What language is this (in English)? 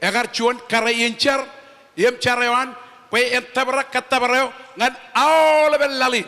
Marshallese